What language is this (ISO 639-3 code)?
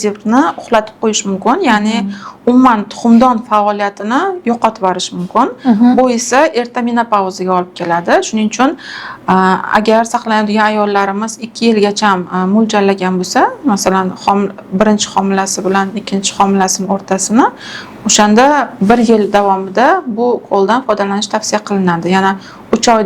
uzb